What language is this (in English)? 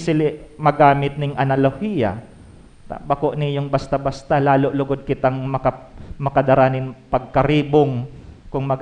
Bikol